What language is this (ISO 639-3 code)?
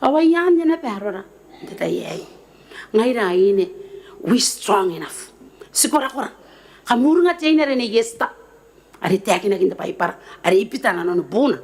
gil